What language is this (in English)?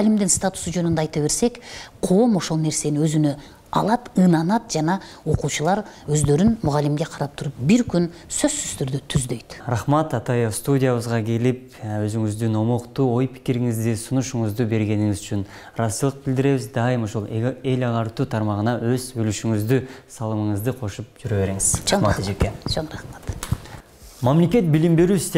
Kyrgyz